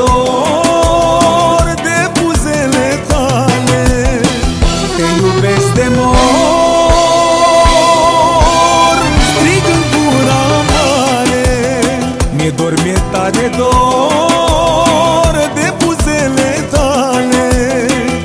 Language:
Romanian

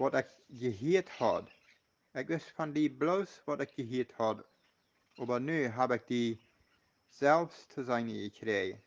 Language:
Plautdietsch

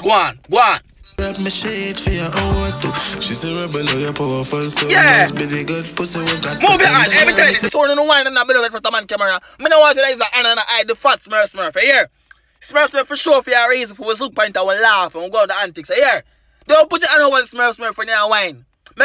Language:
Jamaican Creole English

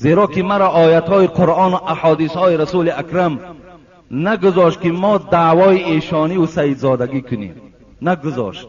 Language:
Tajik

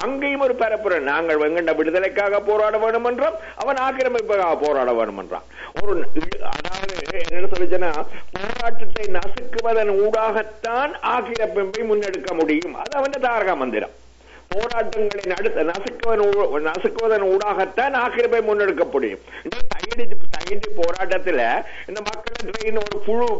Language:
Tamil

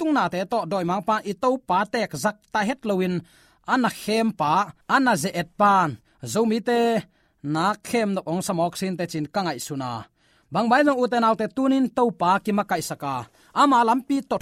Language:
Tedim Chin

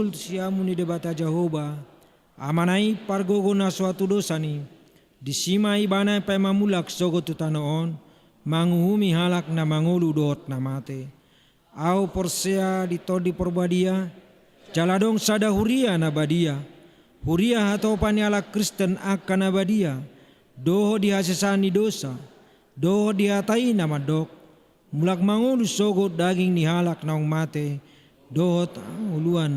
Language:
Batak Toba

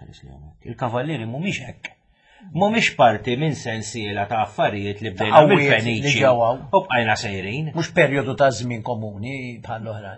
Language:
Maltese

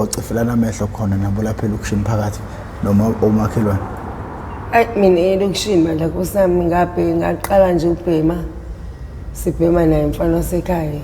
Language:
Zulu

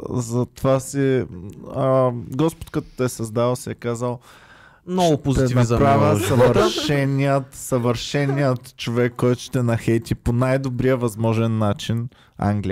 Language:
Bulgarian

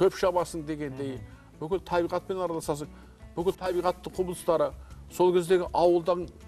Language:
Kazakh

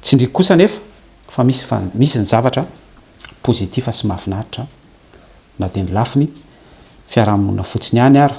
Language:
Malagasy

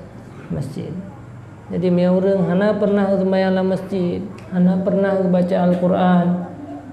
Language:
Achinese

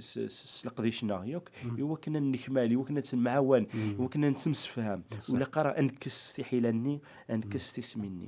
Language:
Kabyle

